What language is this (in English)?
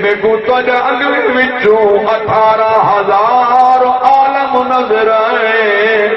Saraiki